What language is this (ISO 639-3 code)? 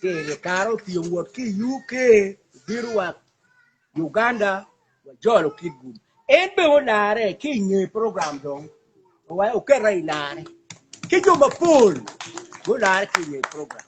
ach